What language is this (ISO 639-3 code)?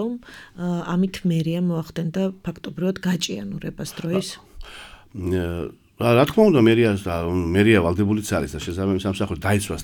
kat